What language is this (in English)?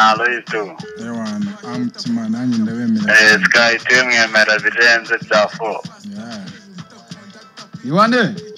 Kinyarwanda